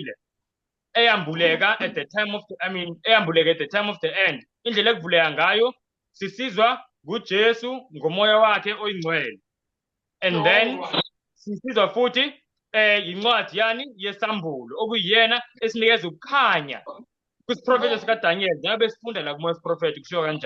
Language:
Zulu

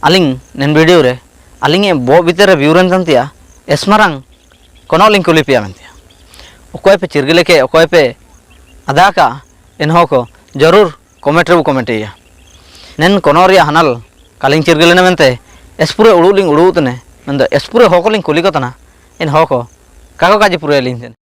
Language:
Ho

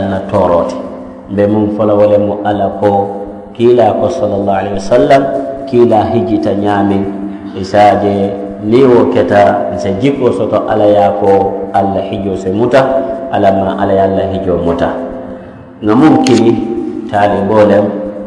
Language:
Mandingo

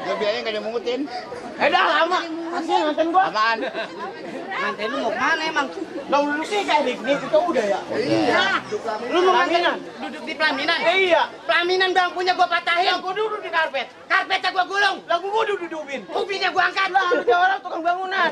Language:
Betawi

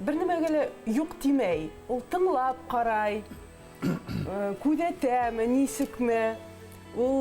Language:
Bashkir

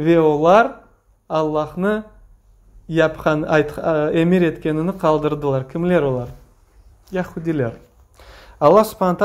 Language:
Crimean Tatar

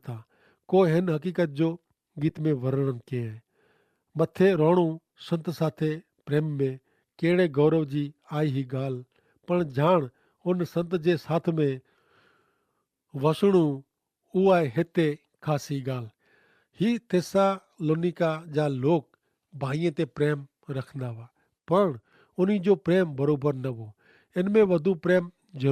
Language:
Kachhi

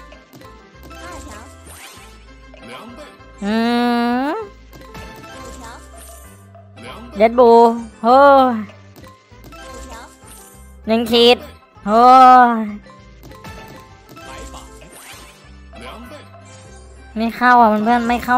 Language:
Thai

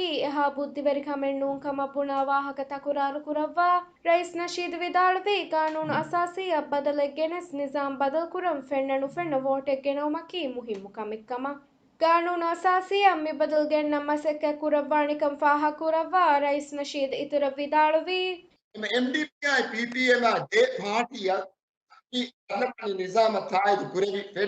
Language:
Divehi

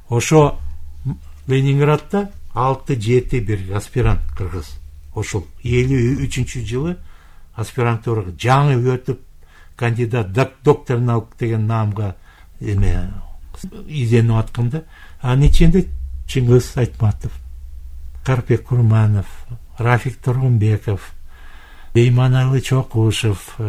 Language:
Kyrgyz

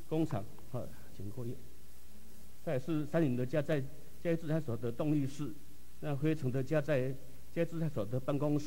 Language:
Chinese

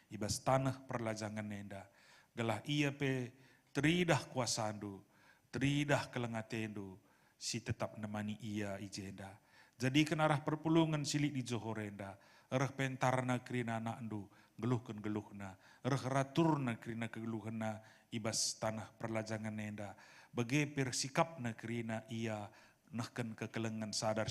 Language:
Batak Karo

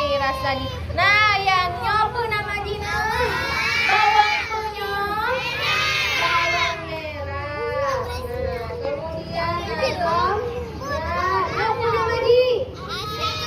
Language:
Achinese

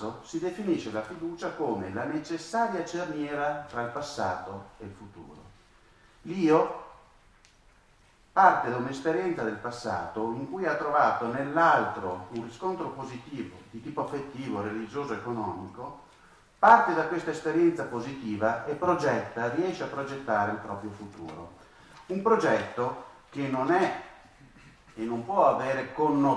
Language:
Italian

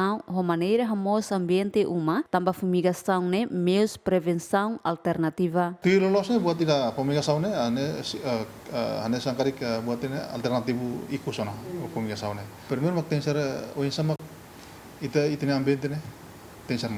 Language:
Tetum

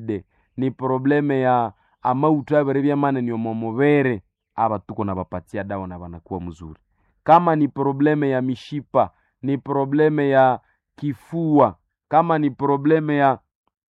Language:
Swahili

